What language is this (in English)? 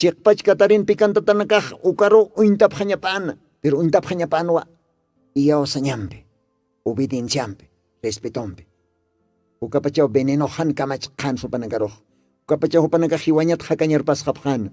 Aymara